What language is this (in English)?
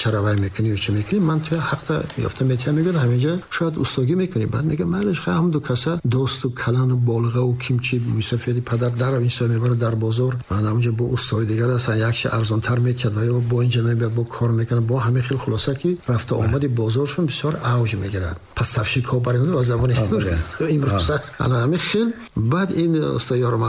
Tajik